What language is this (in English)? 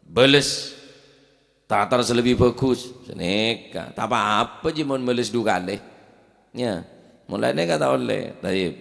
Madurese